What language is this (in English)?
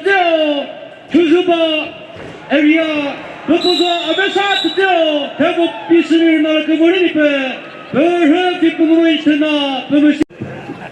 Chokri Naga